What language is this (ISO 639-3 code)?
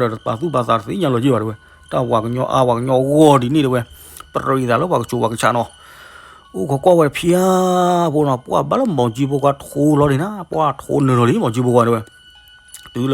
ksw